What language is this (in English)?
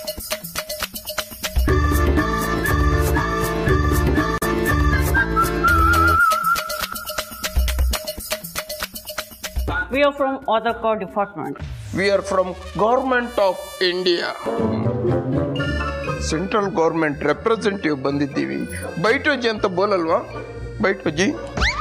Kannada